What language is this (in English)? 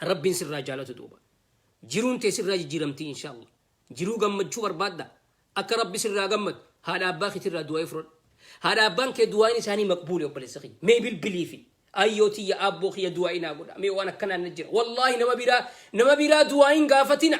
Oromo